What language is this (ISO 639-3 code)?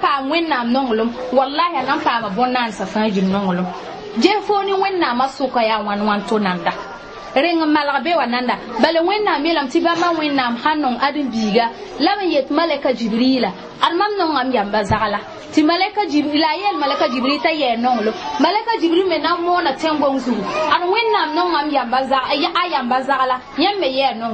mos